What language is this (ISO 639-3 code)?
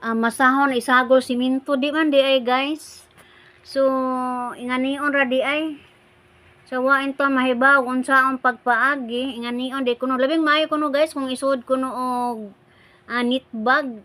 ceb